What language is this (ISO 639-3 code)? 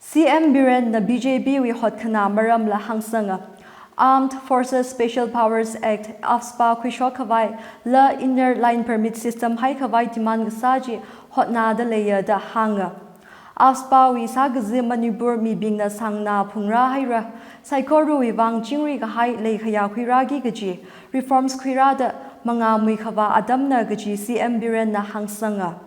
nmf